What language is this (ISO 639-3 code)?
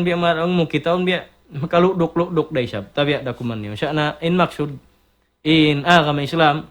tsg